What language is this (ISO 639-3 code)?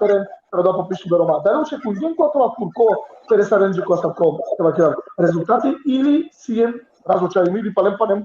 rmn